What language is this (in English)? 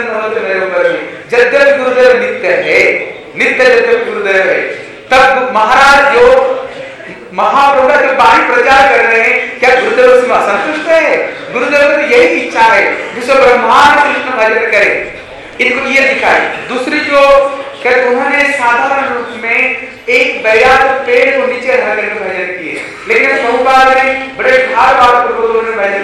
Hindi